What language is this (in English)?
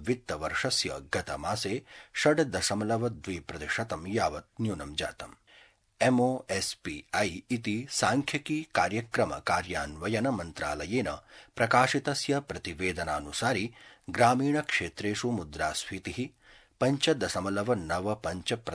Sanskrit